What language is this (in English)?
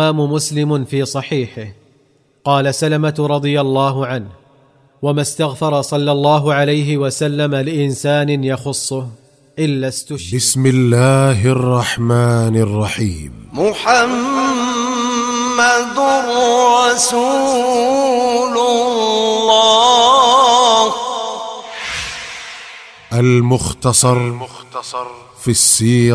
Arabic